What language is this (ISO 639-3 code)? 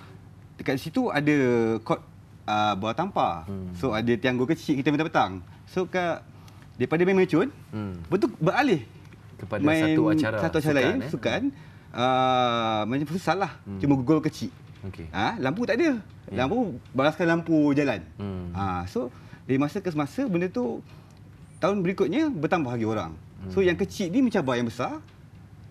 msa